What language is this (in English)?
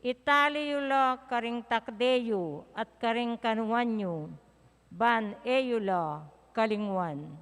Pampanga